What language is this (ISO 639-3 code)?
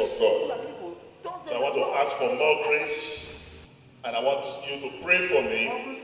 pcm